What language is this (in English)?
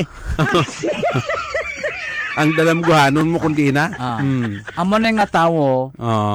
Hiligaynon